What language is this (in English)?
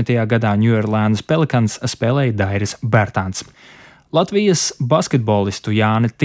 Latvian